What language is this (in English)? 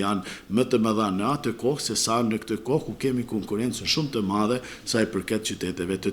Albanian